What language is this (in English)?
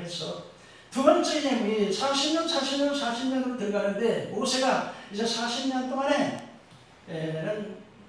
Korean